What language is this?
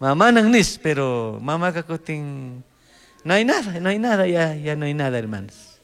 Chimborazo Highland Quichua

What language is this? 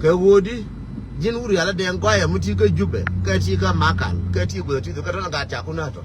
Nuer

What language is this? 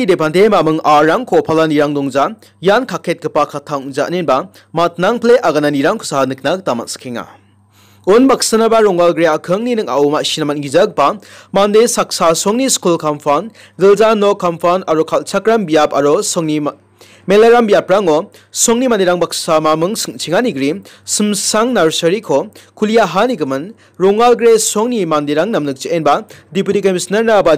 Garo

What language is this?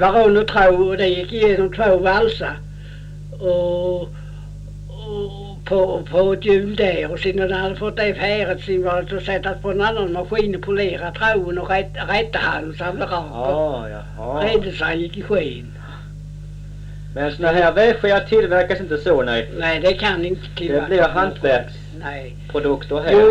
Swedish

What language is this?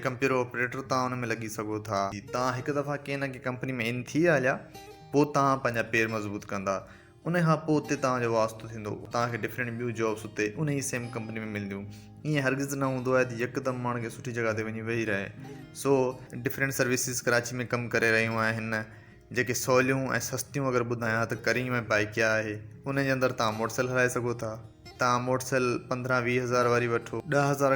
Sindhi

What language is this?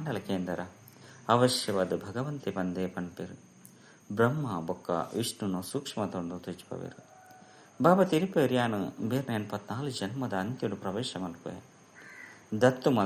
Tulu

